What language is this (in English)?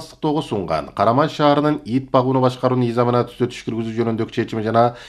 Kyrgyz